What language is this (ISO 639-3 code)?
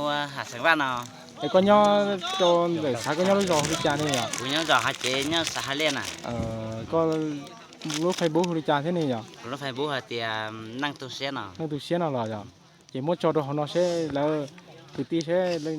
hmn